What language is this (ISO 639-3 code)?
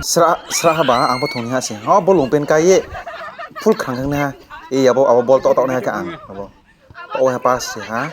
ria